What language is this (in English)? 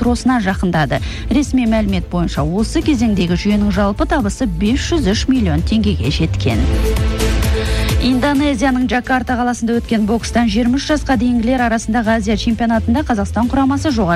Kazakh